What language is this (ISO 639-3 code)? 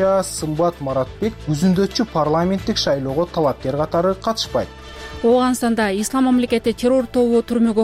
kir